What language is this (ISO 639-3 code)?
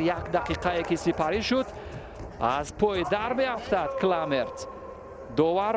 tgk